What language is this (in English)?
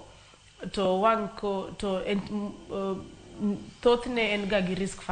Luo (Kenya and Tanzania)